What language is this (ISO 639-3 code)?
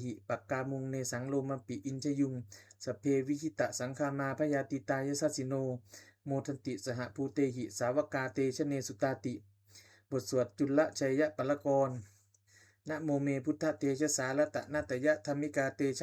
pli